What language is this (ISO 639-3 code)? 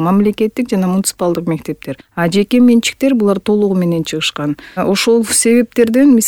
kir